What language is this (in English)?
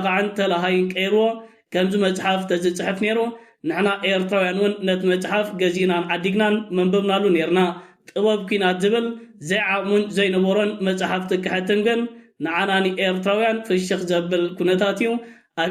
Tigrinya